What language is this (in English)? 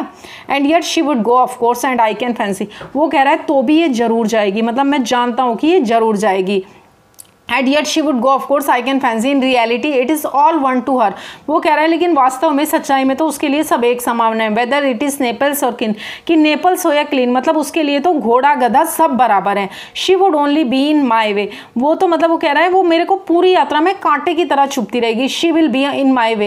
Hindi